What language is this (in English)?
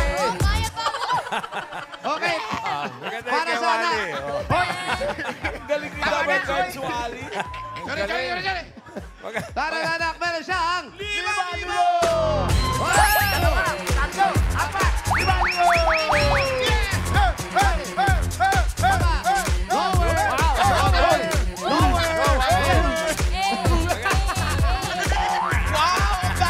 Filipino